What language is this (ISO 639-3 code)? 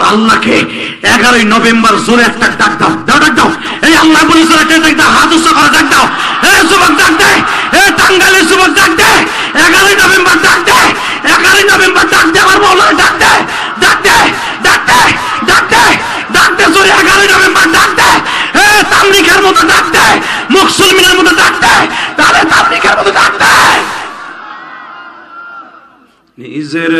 ben